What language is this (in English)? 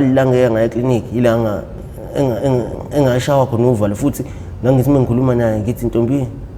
Zulu